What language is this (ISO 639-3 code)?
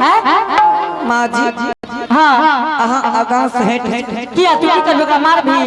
anp